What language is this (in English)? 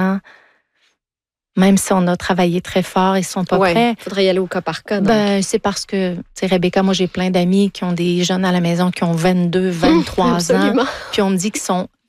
French